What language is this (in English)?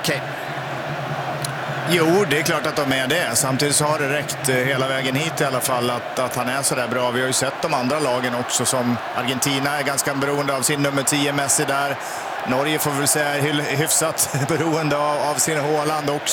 Swedish